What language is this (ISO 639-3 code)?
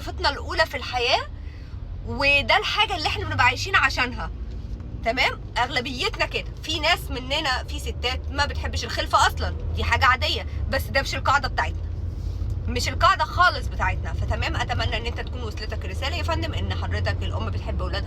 arz